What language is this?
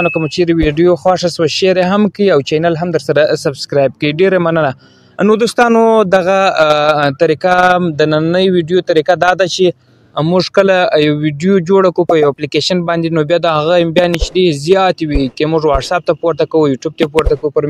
Pashto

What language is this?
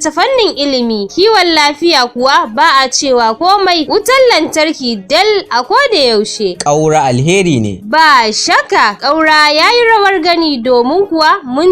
Hausa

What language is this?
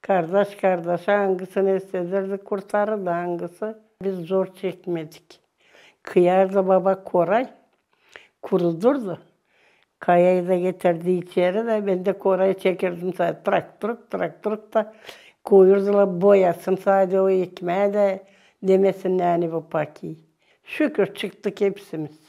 Gagauz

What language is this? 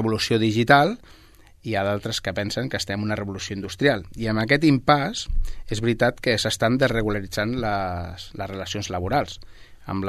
Catalan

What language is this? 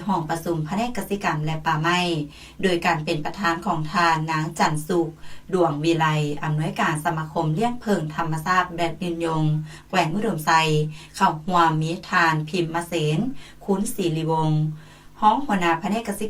Lao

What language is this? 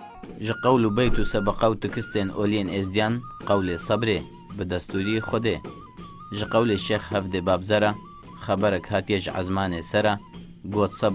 Kurdish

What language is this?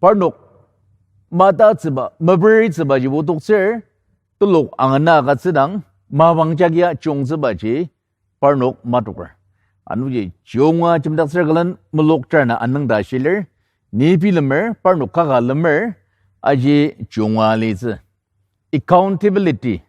Ao Naga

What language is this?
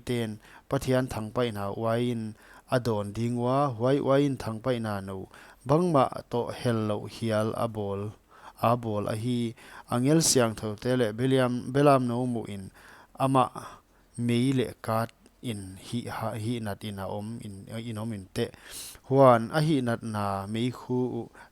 Paite Chin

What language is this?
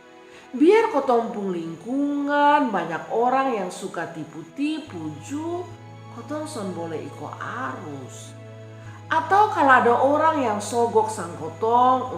Kupang Malay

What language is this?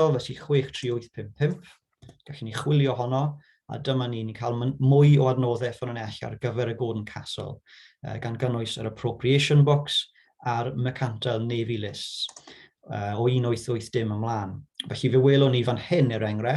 Welsh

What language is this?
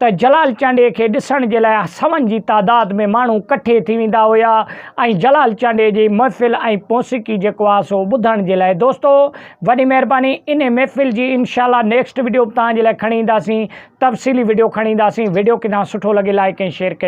Sindhi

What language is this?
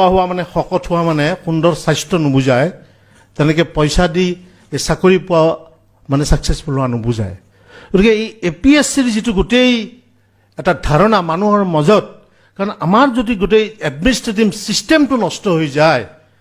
Assamese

